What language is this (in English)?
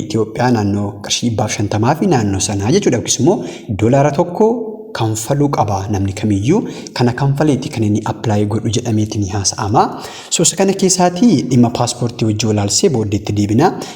Oromo